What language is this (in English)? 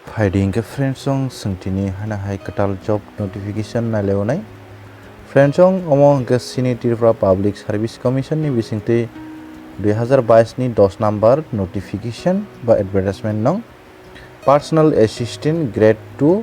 Kok Borok